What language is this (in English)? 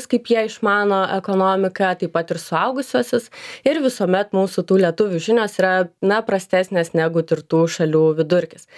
Lithuanian